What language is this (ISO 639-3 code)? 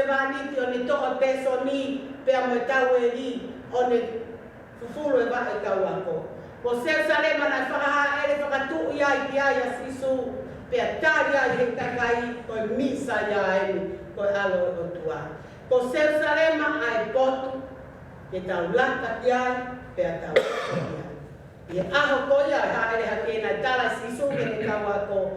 ton